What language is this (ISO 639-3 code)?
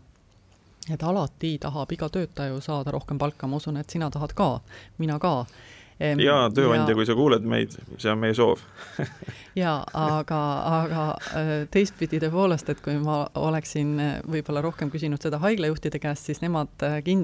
est